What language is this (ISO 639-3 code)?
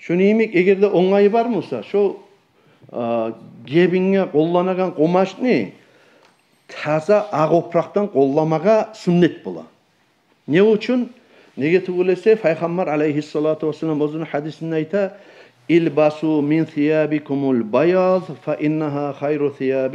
kum